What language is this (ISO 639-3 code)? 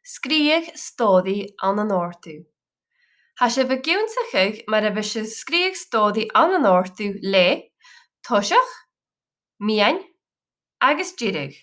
gla